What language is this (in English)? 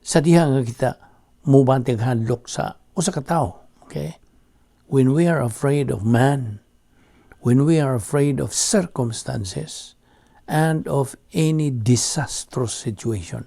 Cebuano